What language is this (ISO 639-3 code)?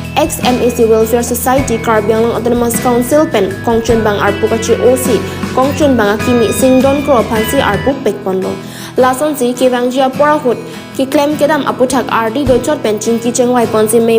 mjw